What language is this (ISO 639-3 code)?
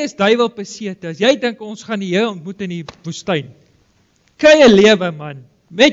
afr